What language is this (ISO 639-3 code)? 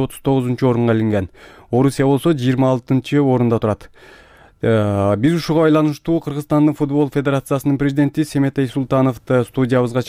kir